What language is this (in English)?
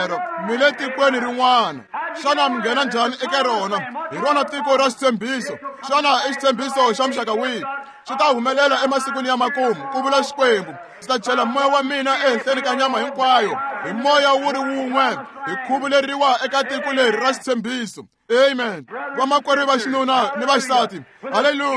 Tsonga